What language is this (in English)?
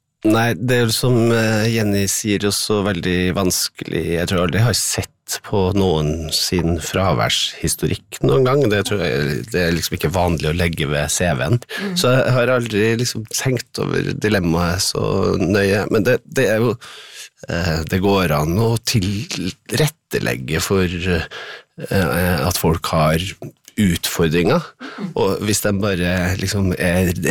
Norwegian